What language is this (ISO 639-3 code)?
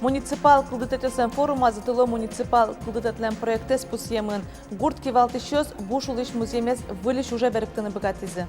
udm